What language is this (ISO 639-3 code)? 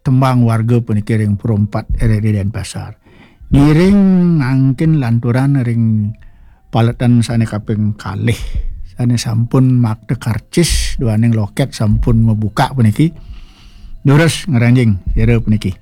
ban